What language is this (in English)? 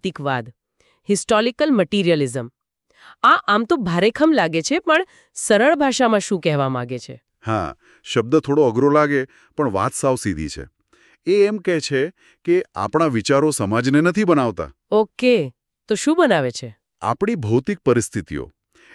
Gujarati